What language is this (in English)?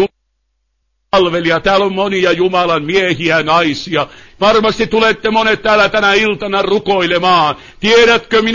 Finnish